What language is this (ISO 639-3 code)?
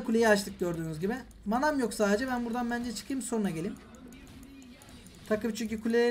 tur